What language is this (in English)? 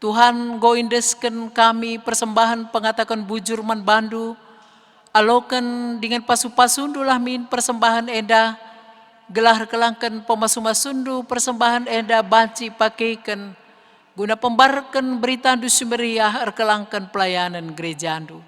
Batak Karo